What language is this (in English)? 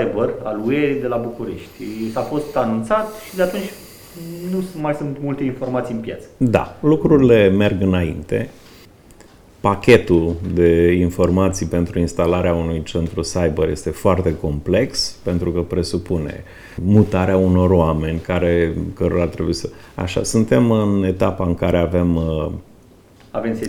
Romanian